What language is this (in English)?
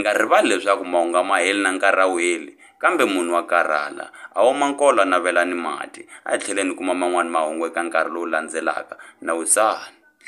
Tsonga